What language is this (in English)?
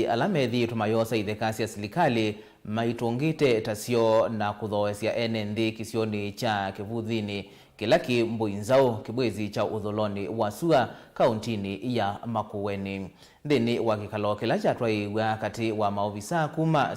Kamba